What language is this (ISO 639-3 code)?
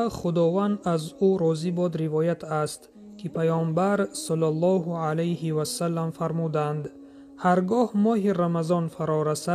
tgk